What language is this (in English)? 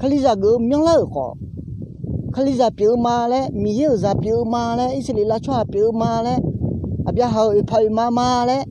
Akha